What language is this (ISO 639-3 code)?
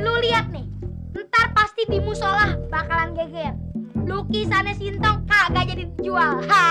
bew